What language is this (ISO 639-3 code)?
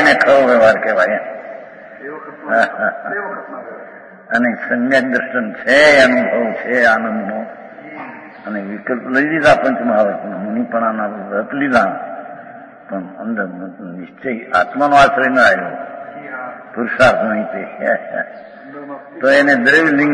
guj